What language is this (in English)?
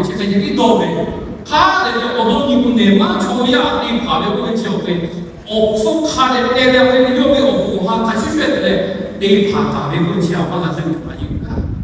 Lahu